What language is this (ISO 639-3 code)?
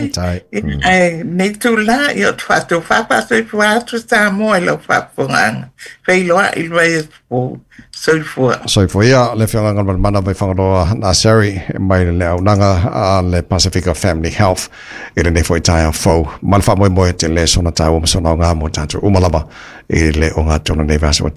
smo